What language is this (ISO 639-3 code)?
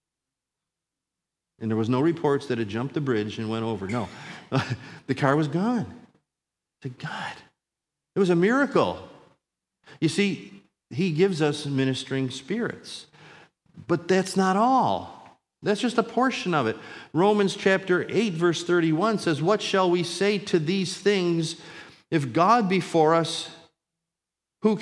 eng